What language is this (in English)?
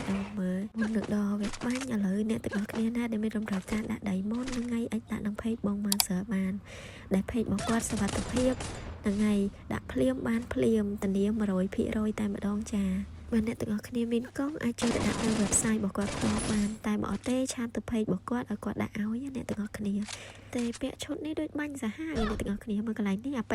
Khmer